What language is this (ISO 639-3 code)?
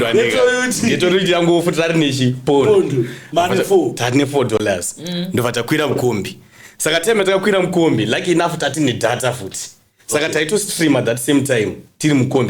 sna